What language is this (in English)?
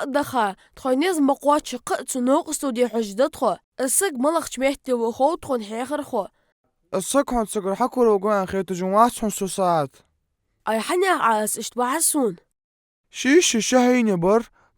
Ingush